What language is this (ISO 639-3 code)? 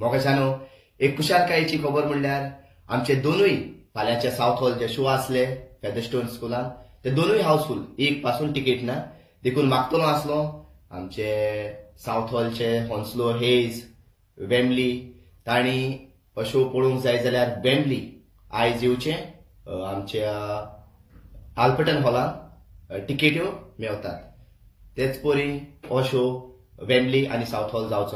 kok